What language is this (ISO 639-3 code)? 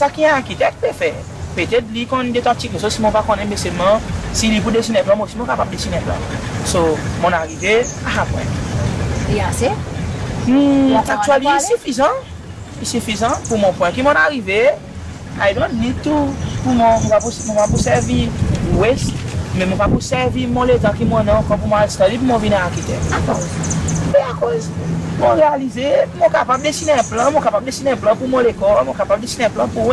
crs